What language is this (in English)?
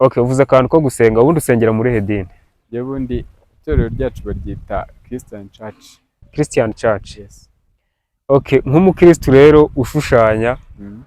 Kinyarwanda